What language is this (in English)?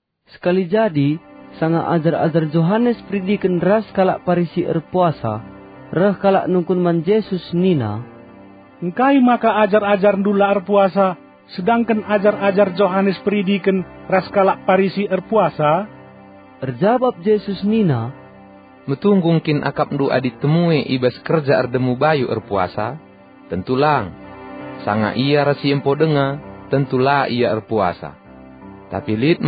Batak Karo